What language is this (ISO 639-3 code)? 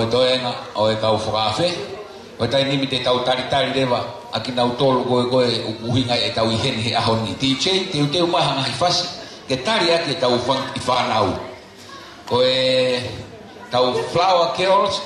ton